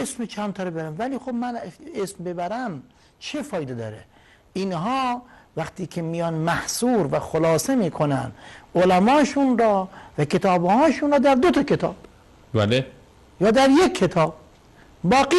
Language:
Persian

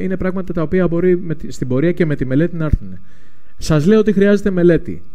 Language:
Greek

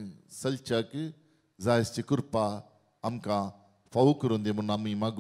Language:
Konkani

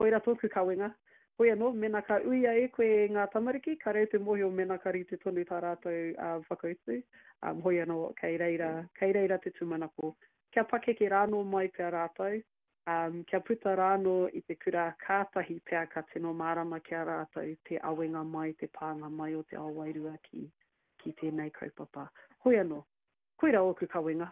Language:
Māori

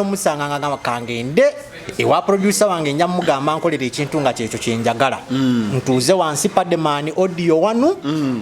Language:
Ganda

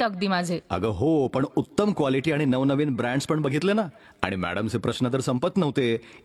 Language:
Marathi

